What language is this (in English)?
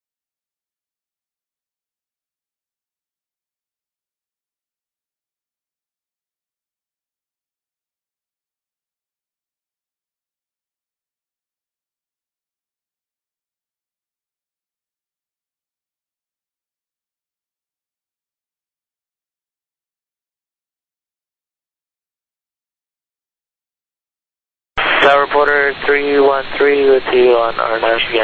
English